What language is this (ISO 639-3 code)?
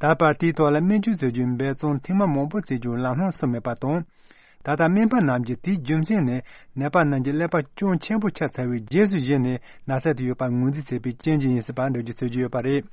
bod